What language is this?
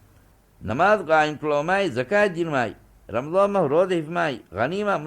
Divehi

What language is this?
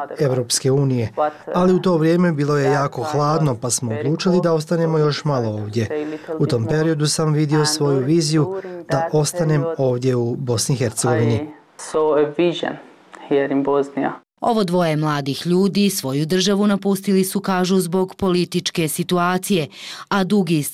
Bosnian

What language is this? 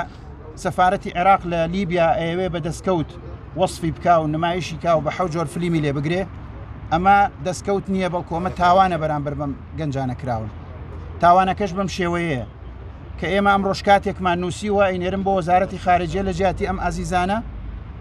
Central Kurdish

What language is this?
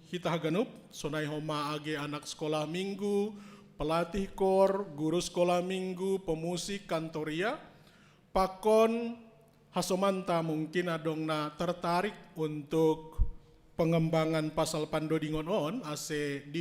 Batak Simalungun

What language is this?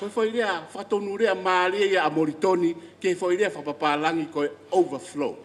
Tongan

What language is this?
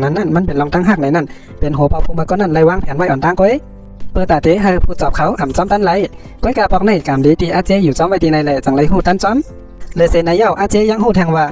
Shan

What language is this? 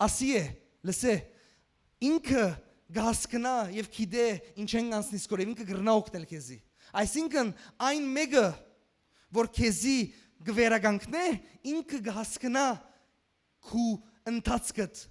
Western Armenian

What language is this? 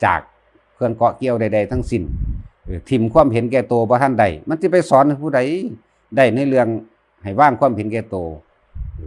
Lao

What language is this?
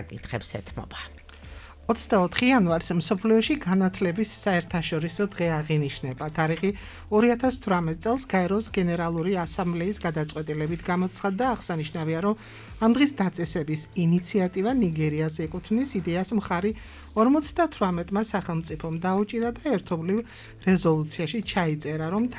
Georgian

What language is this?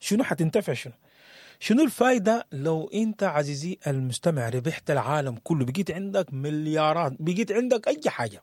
Sudanese Arabic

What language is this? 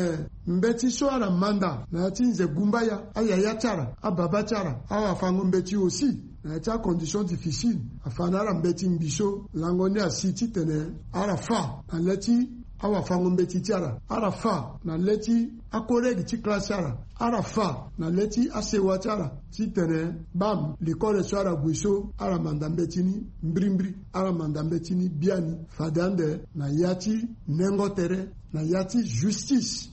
Sango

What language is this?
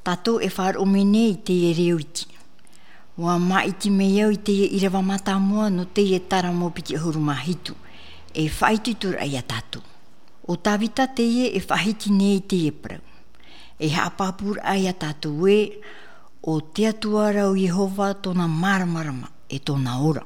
Tahitian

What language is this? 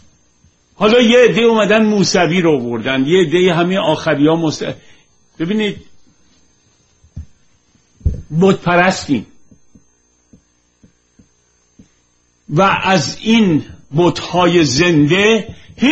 Persian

